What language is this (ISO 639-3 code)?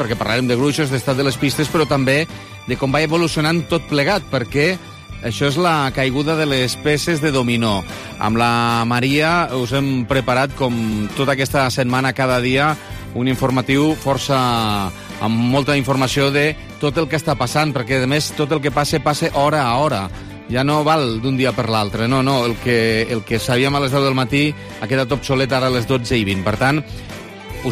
cat